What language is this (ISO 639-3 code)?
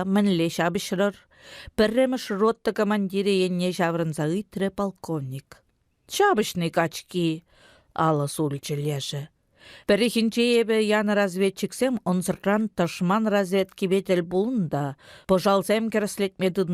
chv